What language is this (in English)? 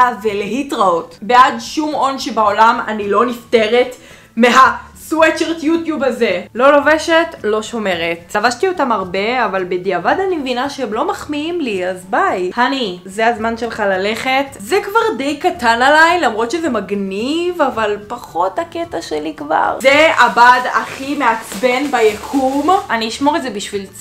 Hebrew